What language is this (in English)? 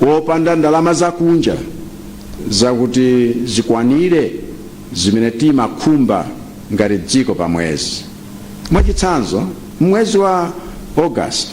Nyanja